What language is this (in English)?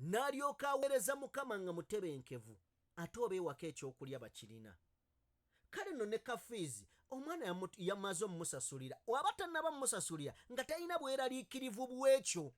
Ganda